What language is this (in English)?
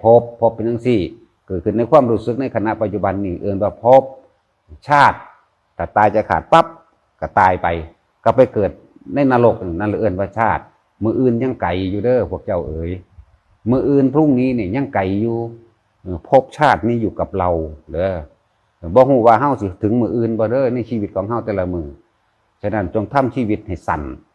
Northeastern Thai